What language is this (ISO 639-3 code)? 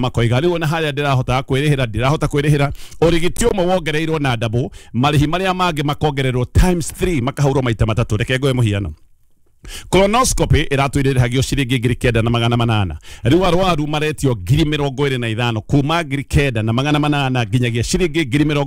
kik